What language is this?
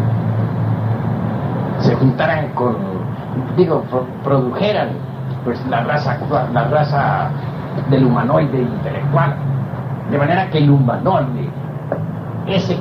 Spanish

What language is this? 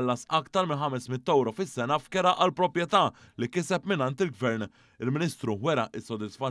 Maltese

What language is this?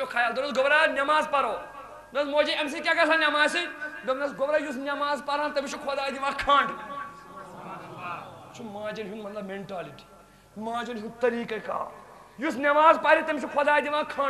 Kashmiri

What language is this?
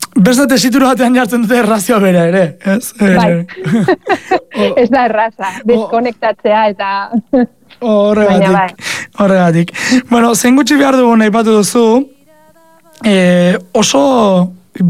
Basque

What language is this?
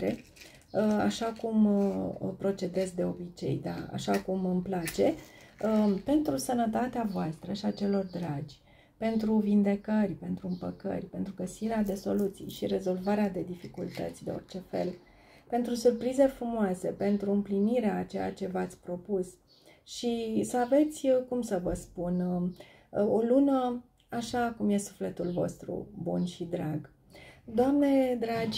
Romanian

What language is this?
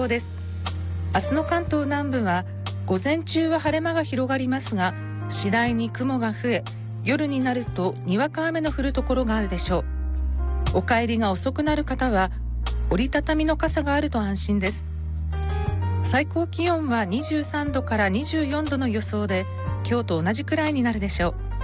Japanese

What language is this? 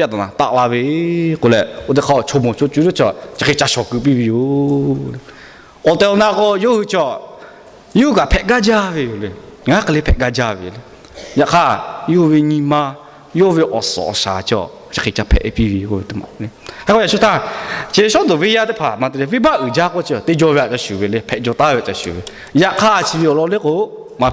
Lahu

